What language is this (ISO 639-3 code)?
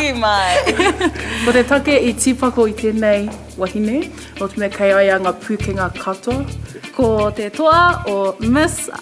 mri